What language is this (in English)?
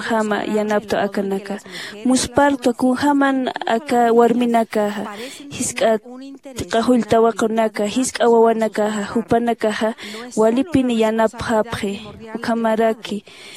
Aymara